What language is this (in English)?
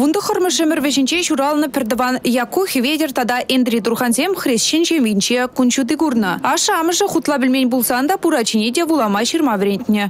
Chuvash